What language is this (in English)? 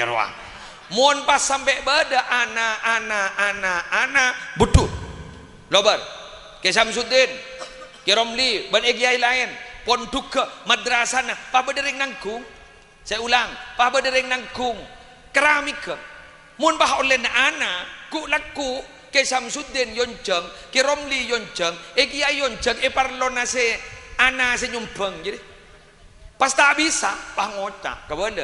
Madurese